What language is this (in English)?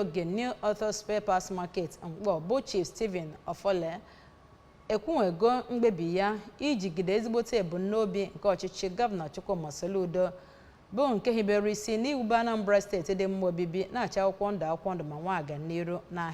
Igbo